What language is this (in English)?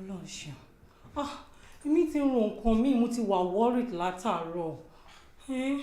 Yoruba